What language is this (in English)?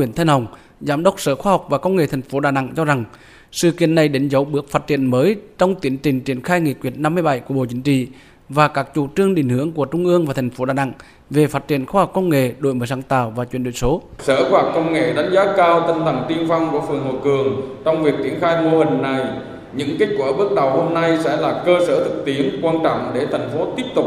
Vietnamese